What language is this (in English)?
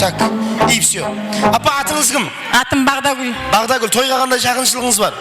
Kara-Kalpak